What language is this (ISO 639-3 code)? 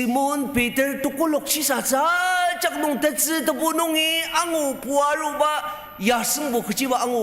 njo